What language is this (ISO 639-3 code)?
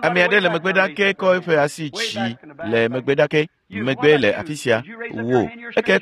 ewe